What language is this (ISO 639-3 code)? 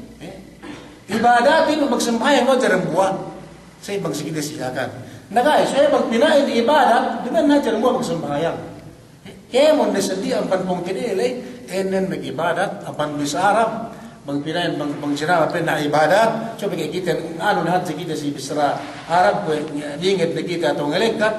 yka